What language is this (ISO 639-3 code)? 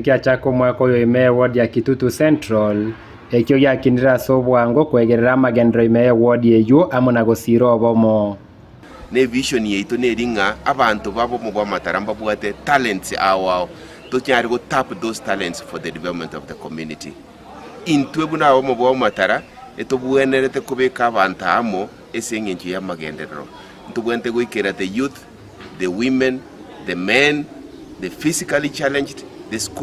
guz